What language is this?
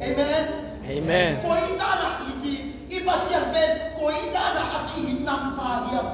Tedim Chin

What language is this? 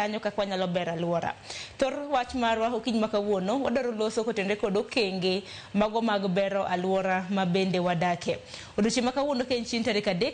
Luo (Kenya and Tanzania)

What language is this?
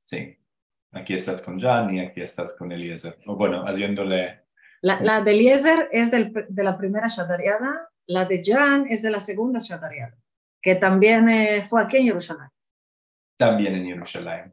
Ladino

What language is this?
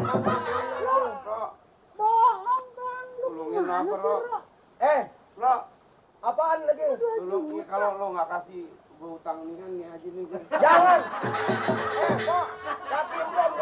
Betawi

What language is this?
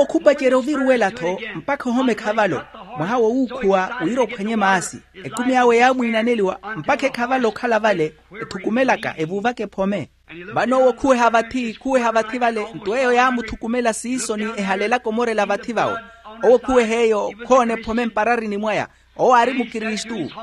Makhuwa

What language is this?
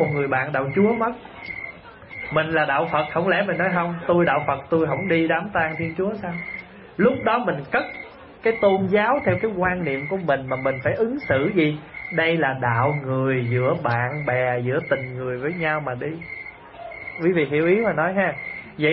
Vietnamese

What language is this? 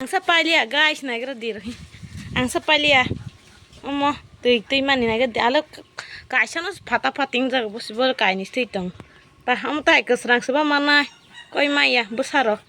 Kok Borok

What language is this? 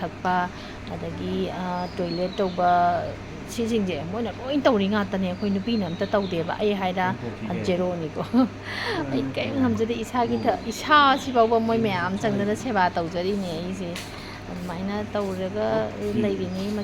Manipuri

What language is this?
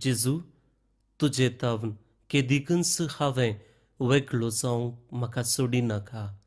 Konkani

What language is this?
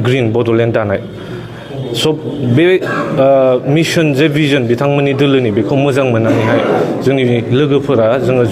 Bodo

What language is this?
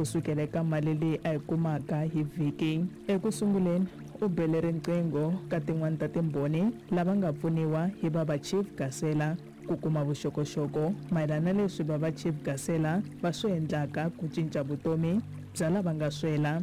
Tsonga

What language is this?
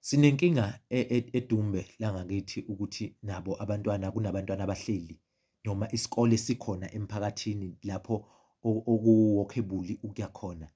Zulu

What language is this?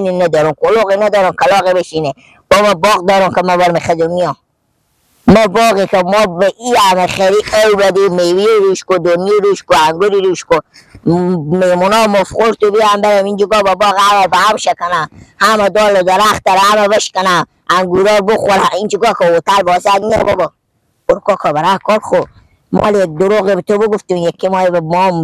Persian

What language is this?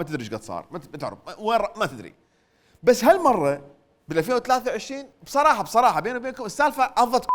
Mesopotamian Arabic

